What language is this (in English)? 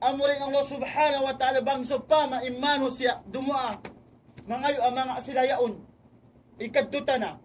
Tausug